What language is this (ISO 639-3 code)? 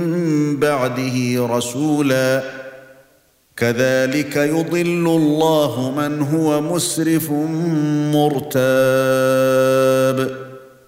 ara